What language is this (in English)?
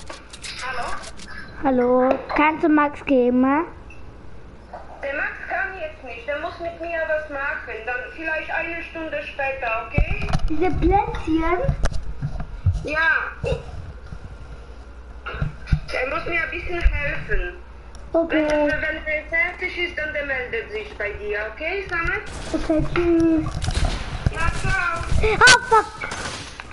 German